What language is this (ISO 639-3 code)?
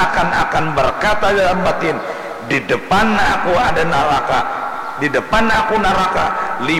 bjn